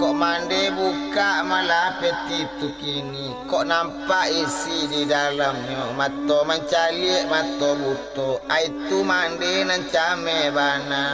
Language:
Minangkabau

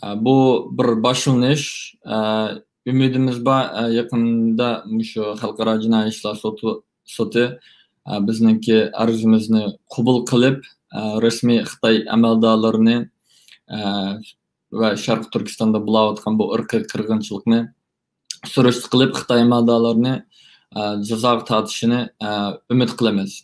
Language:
Uyghur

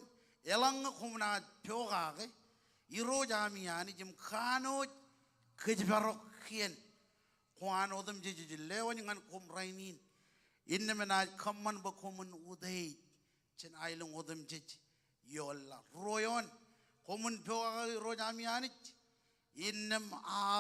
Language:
Marshallese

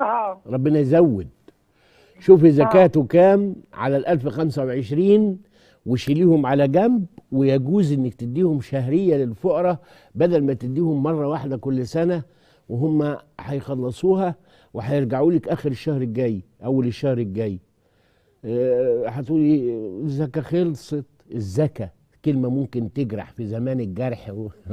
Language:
Egyptian Arabic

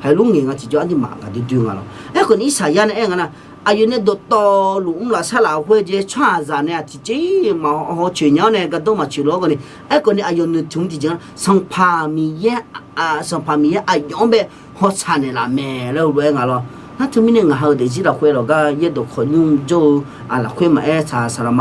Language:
Akha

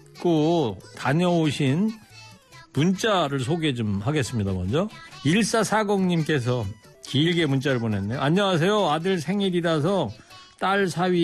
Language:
Korean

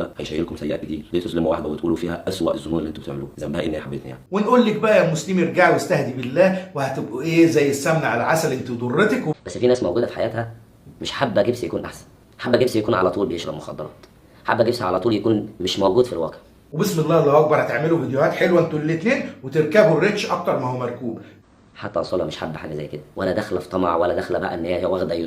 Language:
Egyptian Arabic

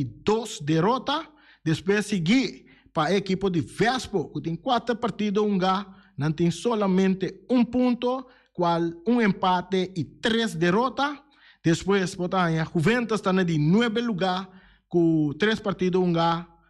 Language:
Papiamento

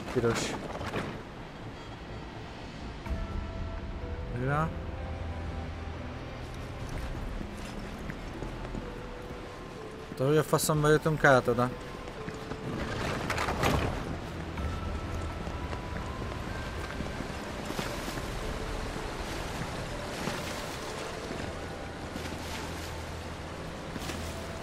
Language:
Hungarian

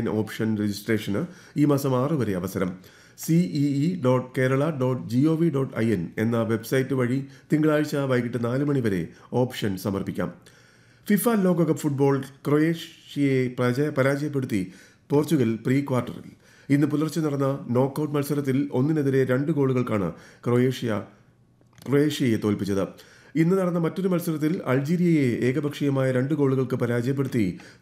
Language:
Malayalam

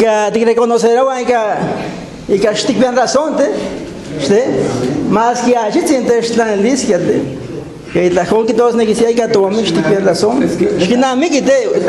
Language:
Guerrero Nahuatl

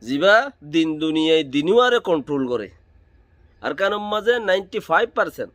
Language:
Rohingya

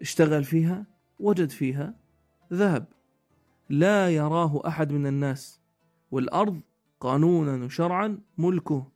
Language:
North Levantine Arabic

